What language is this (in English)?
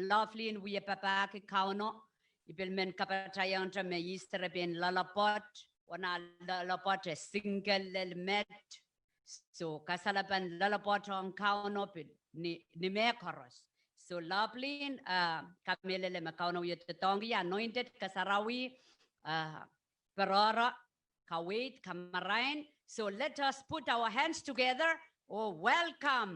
Pohnpeian